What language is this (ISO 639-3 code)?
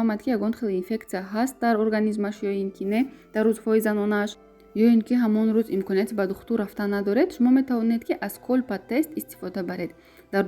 tgk